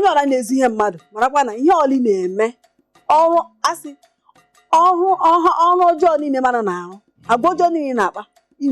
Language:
Igbo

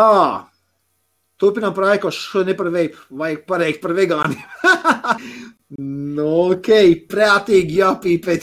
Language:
Latvian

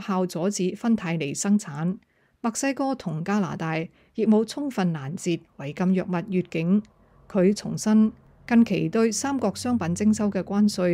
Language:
Cantonese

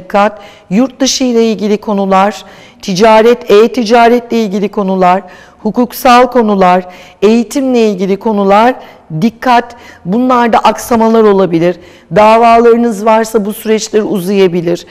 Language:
Turkish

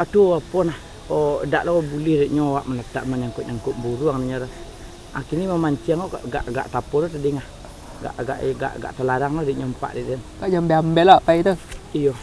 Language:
Minangkabau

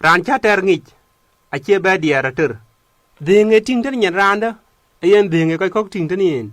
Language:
Dinka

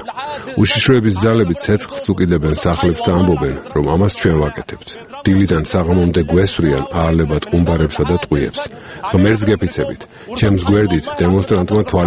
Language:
Georgian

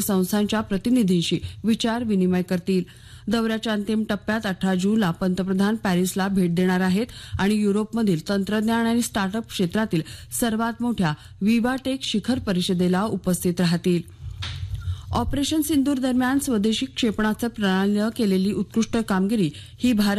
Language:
Marathi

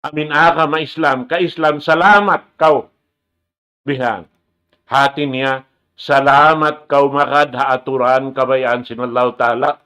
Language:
Tausug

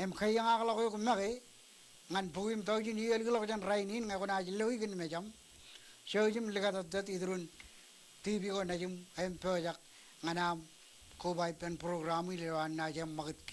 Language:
Marshallese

